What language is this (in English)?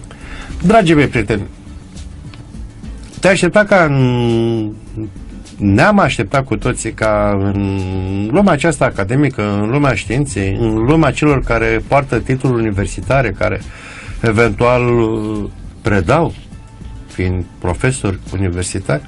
Romanian